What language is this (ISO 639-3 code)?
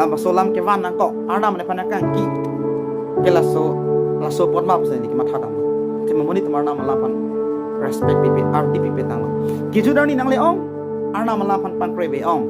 mjw